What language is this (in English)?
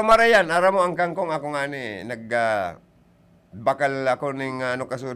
Bikol